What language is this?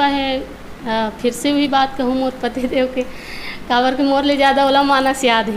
Chhattisgarhi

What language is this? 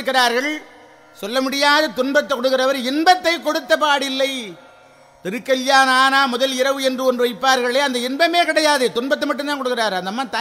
Tamil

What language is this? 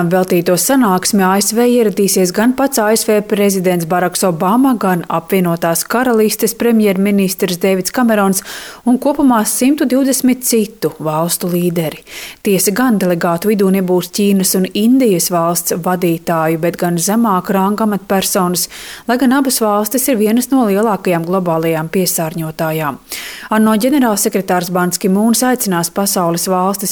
Latvian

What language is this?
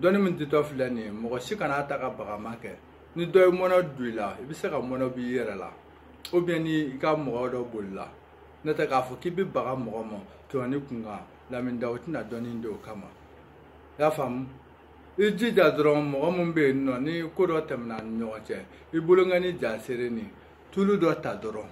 Bambara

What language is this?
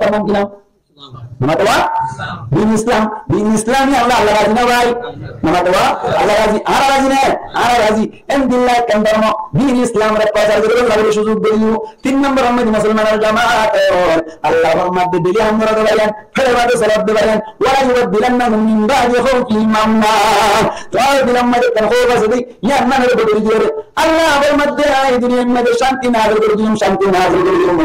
Rohingya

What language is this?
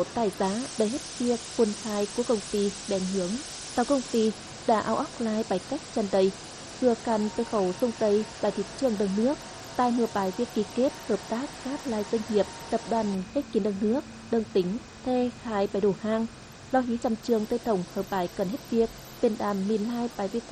Tày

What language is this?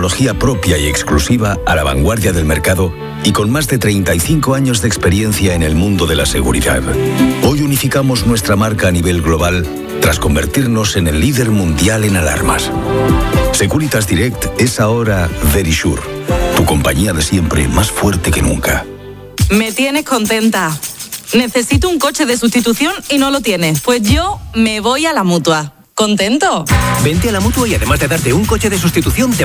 Spanish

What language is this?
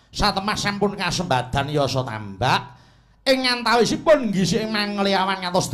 Javanese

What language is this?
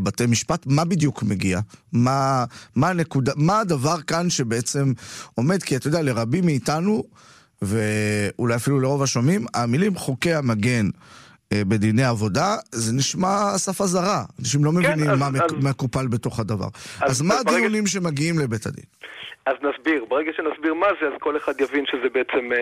Hebrew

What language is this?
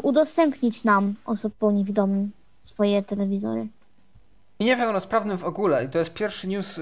Polish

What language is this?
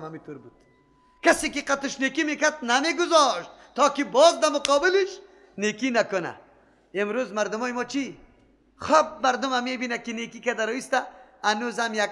Persian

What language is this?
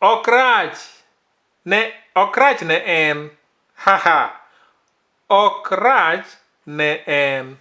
Luo (Kenya and Tanzania)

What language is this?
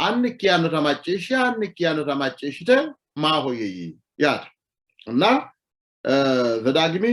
Sidamo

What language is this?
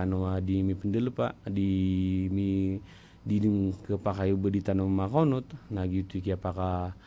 Maranao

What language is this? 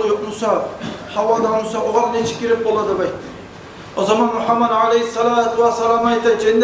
Kumyk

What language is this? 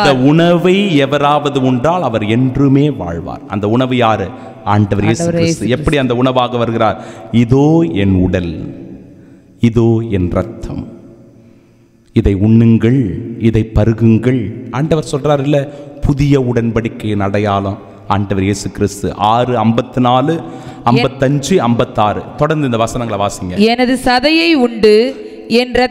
Tamil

